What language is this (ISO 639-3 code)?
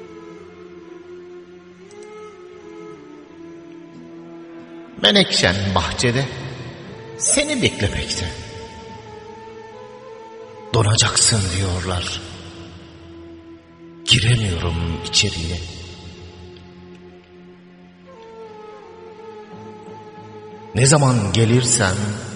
tur